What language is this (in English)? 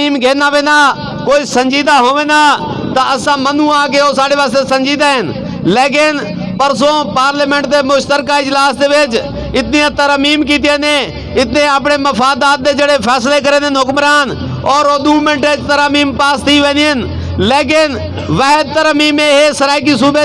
Saraiki